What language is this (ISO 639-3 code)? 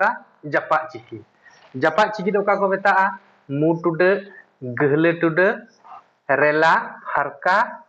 sat